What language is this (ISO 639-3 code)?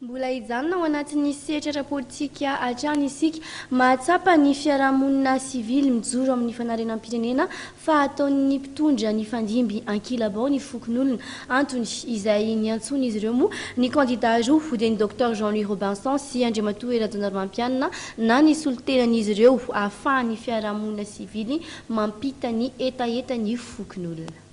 mlg